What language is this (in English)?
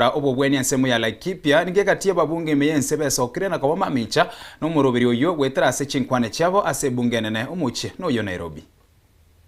Gusii